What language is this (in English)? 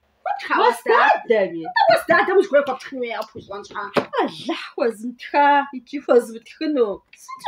Kabardian